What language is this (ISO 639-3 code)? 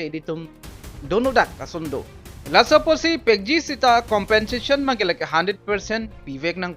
mjw